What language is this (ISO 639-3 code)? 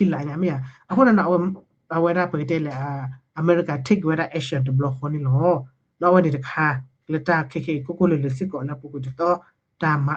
ksw